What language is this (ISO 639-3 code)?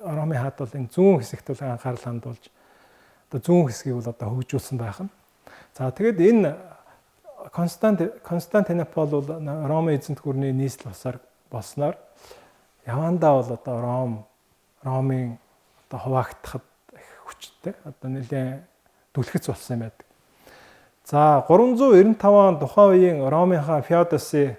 mon